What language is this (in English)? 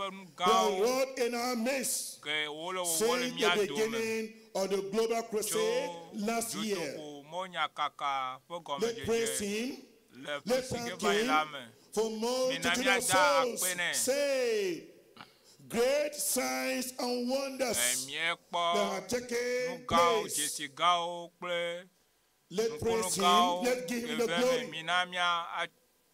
Ewe